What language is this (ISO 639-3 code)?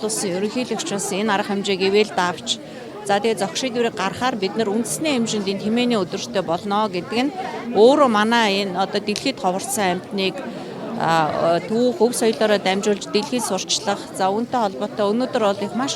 mon